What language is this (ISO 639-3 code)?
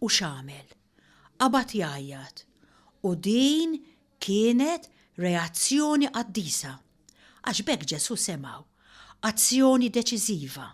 mlt